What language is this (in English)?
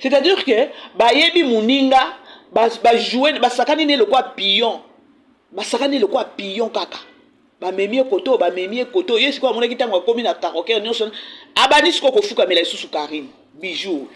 Lingala